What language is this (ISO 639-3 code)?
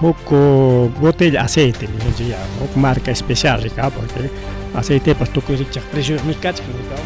quy